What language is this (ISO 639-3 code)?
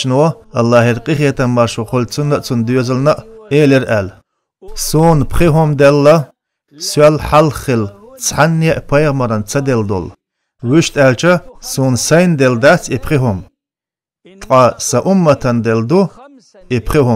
che